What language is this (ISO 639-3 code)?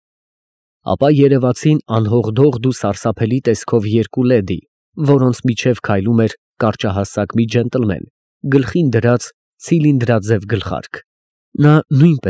hye